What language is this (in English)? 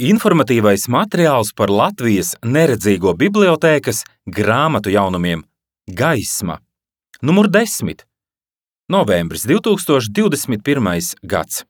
Latvian